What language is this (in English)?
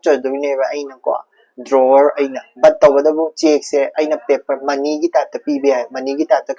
Manipuri